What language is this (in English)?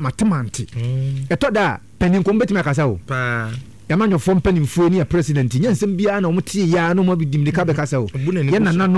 Akan